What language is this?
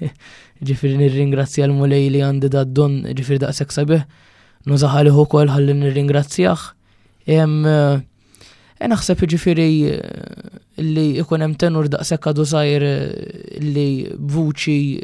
Maltese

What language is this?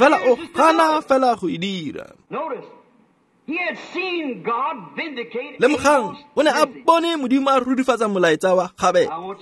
Tswana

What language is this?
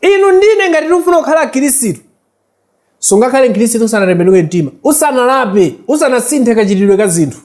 Nyanja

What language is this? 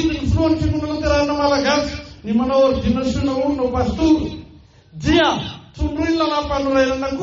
Malagasy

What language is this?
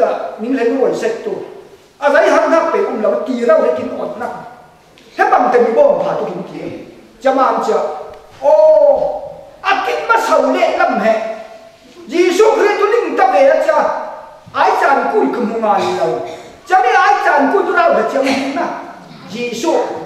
Falam Chin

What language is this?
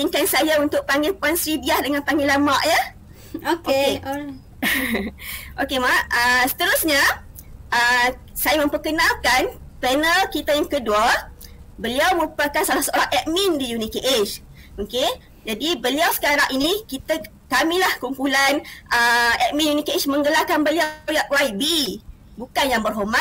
Malay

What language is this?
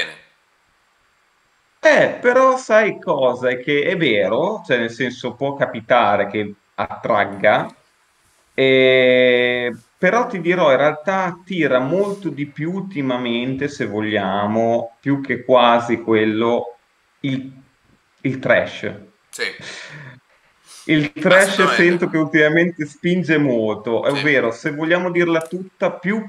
Italian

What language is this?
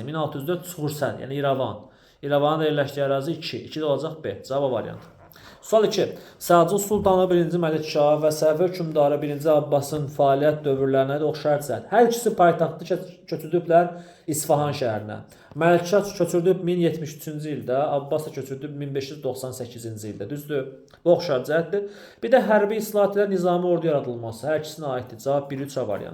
Azerbaijani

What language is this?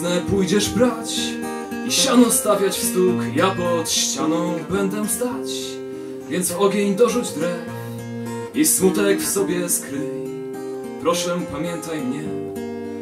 Polish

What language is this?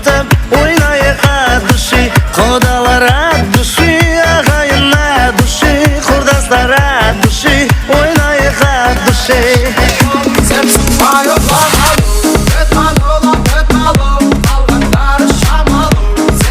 Kara-Kalpak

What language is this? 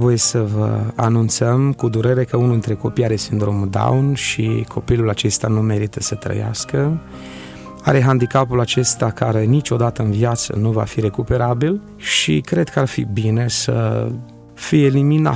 Romanian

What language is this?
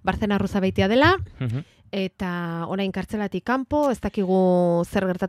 Basque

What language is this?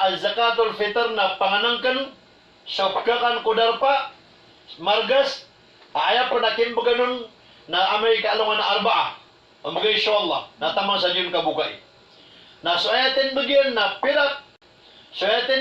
Maranao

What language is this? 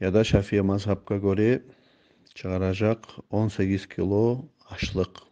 Kumyk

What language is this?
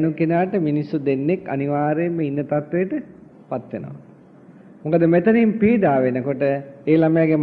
Sinhala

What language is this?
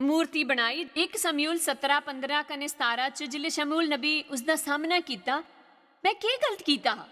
Dogri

